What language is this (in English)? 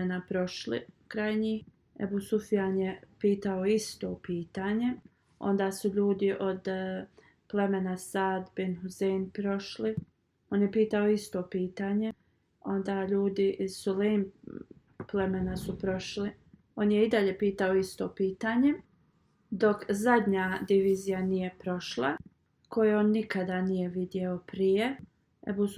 Bosnian